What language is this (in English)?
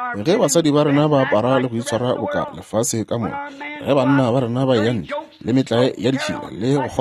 Northern Sotho